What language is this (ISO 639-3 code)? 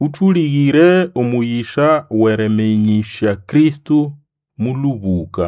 nnb